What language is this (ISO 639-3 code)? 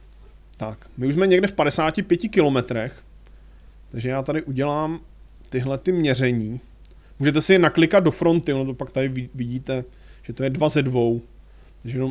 ces